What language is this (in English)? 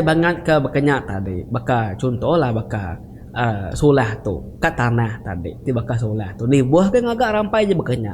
Iban